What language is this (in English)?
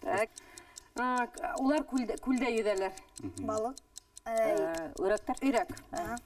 Bashkir